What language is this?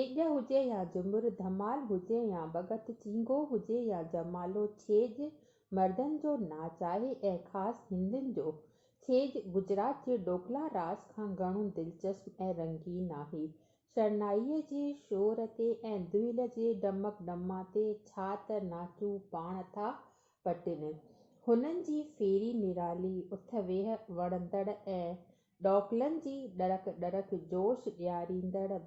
Sindhi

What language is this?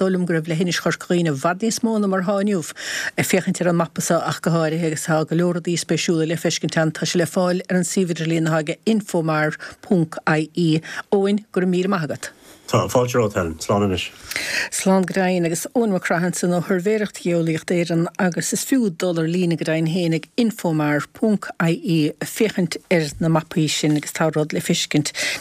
Irish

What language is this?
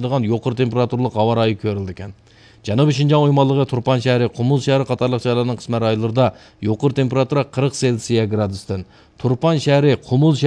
Uyghur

